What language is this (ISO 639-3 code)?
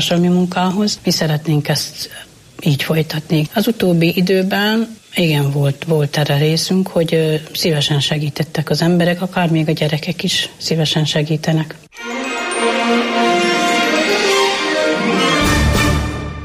hun